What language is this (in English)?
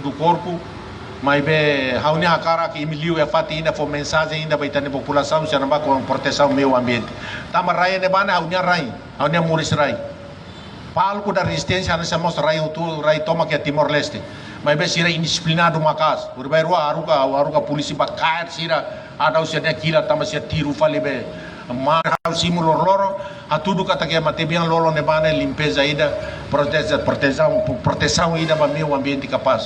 Tetum